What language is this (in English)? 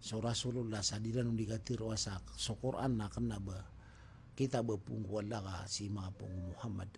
Maranao